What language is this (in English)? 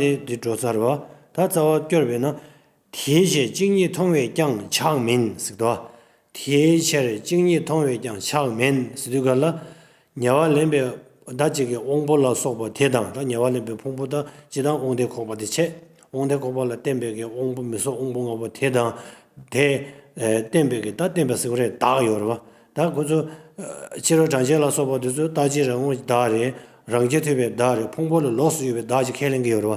Tibetan